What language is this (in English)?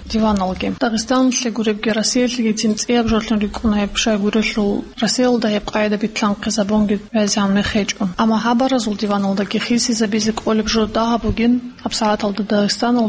Avaric